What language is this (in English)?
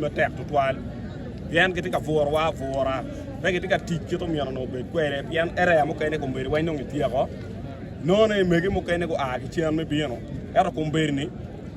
Acoli